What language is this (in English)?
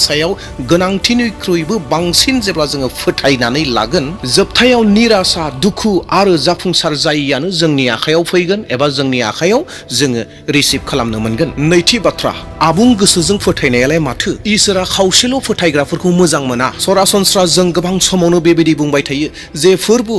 Bodo